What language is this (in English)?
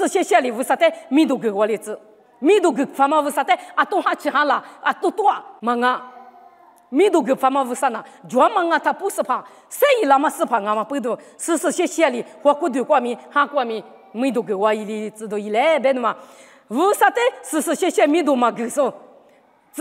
Lisu